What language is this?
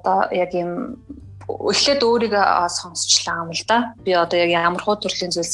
Mongolian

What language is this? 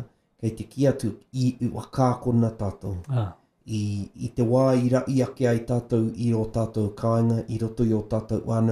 Māori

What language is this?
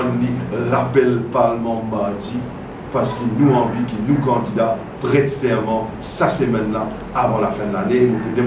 Morisyen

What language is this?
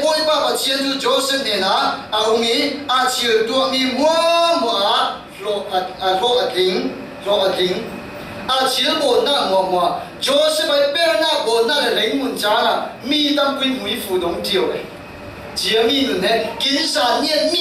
Falam Chin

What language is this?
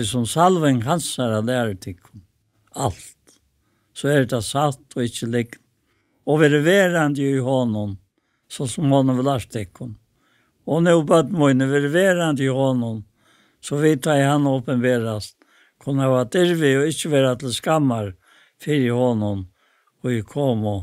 Faroese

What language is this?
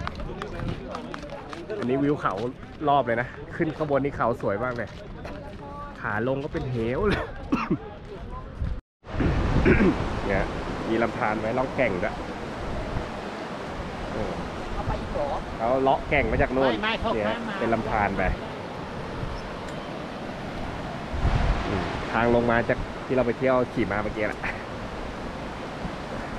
Thai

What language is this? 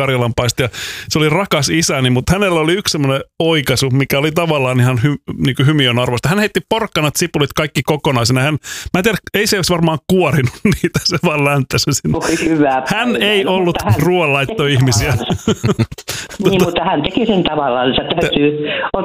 Finnish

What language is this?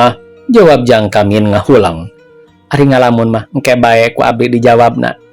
Sundanese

